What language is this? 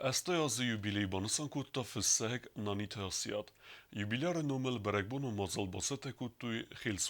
Ossetic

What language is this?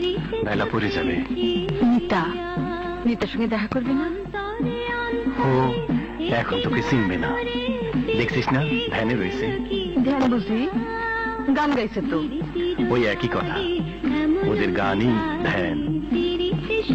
Bangla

